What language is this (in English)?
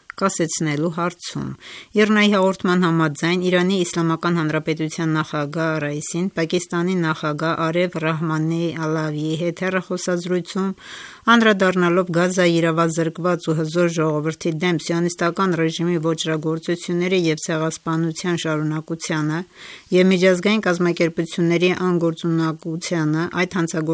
Armenian